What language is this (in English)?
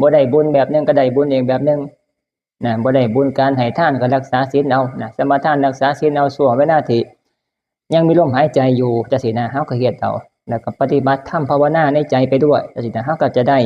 Northeastern Thai